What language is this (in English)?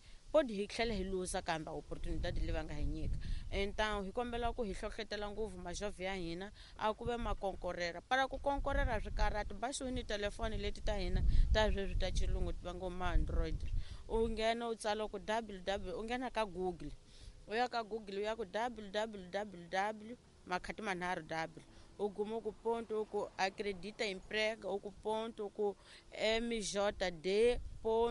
Tsonga